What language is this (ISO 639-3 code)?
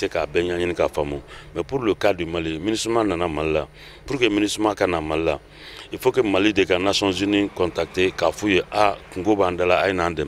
bam